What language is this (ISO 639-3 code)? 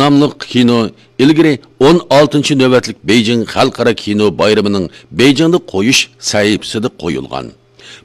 uig